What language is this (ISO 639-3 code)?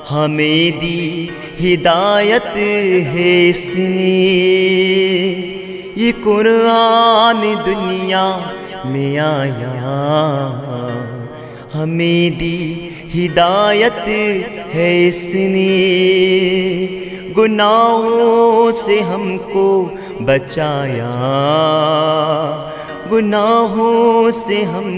urd